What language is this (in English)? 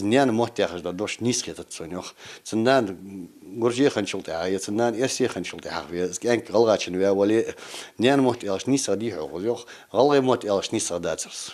Ingush